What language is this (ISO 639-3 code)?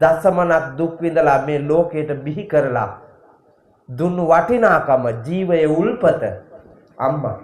sin